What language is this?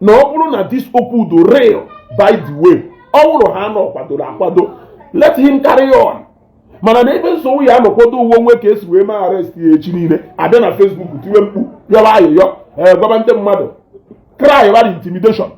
Igbo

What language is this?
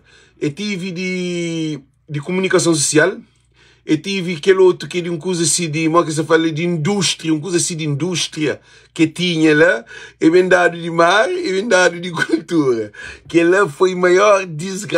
Kabuverdianu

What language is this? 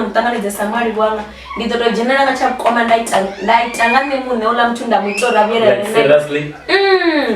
Venda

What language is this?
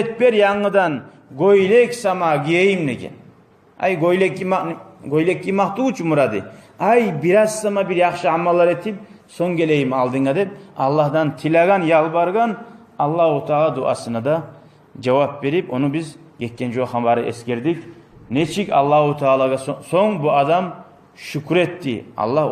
Kumyk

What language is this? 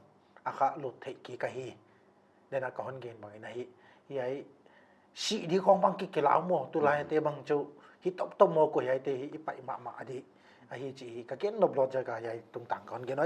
Tedim Chin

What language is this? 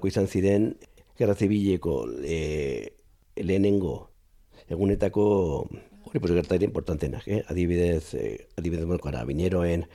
Basque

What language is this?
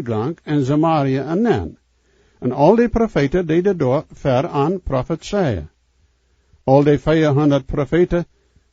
Plautdietsch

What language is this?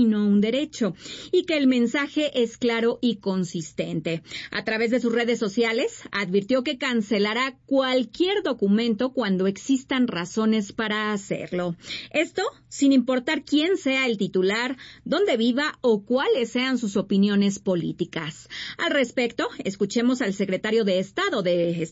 Spanish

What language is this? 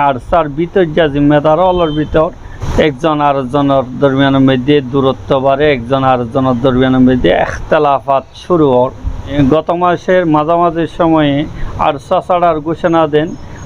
Rohingya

